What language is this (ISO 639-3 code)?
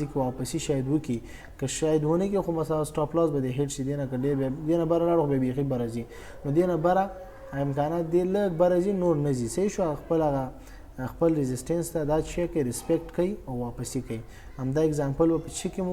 pus